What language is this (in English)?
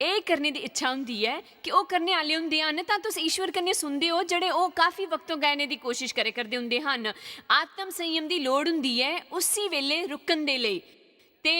Dogri